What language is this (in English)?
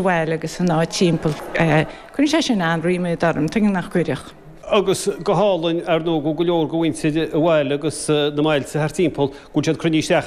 Irish